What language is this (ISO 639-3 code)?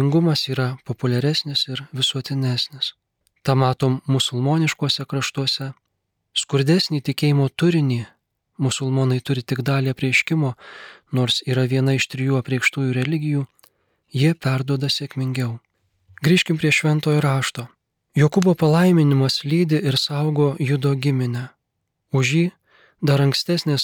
lit